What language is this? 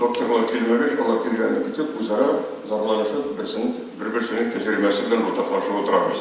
Tatar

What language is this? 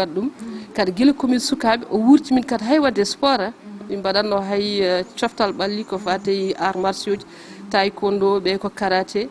Fula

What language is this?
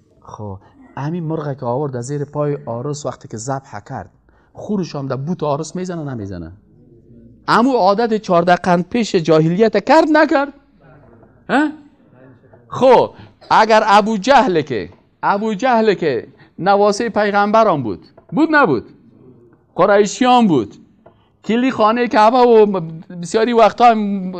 Persian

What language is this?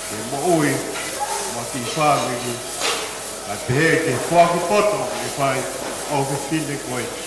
Tongan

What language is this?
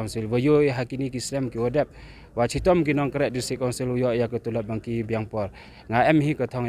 Khasi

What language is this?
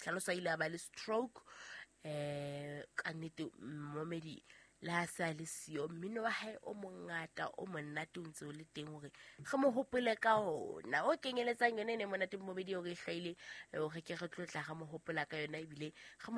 Southern Sotho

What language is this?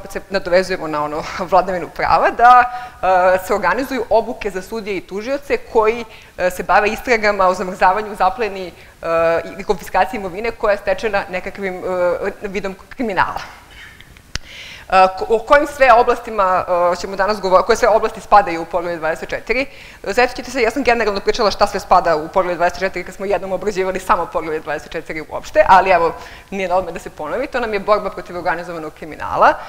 Serbian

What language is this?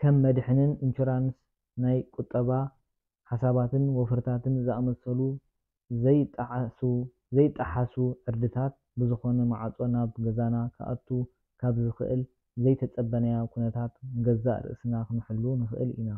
Tigrinya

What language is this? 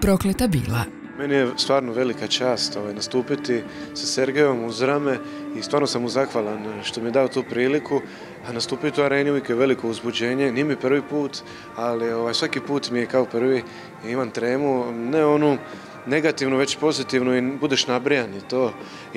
Croatian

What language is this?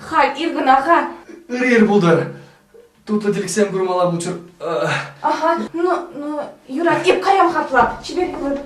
Chuvash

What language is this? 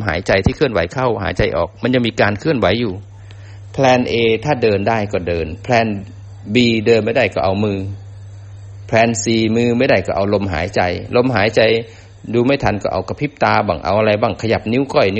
Thai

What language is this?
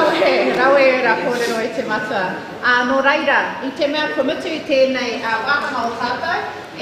Māori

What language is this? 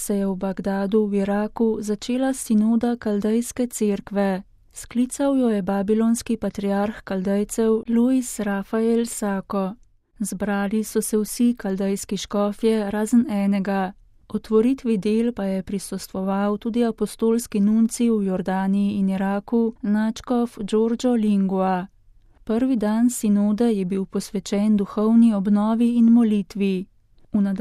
Slovenian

